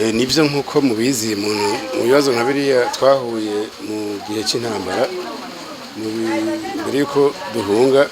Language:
Rundi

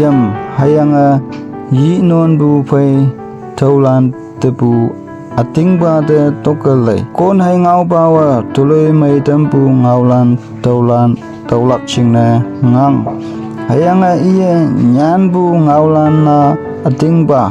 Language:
Konyak Naga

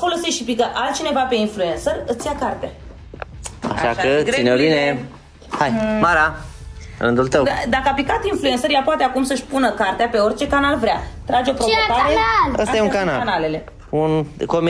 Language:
Romanian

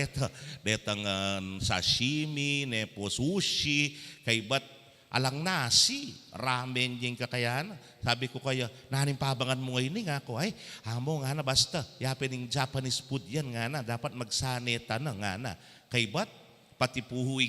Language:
Pampanga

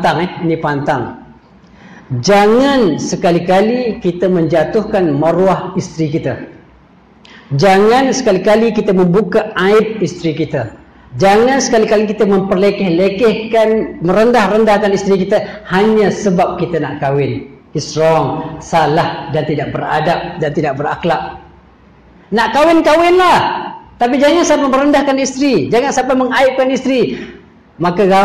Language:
Malay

